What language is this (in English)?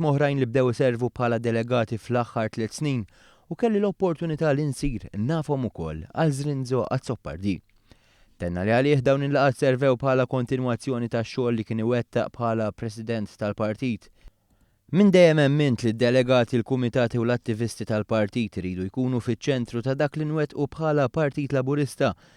Maltese